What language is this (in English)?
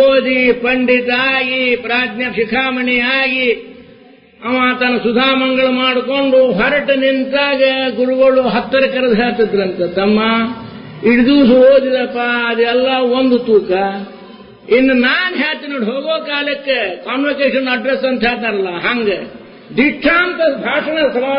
Kannada